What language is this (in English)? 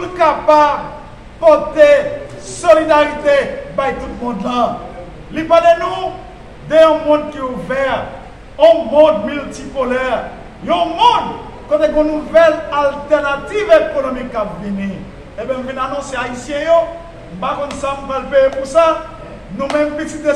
Haitian Creole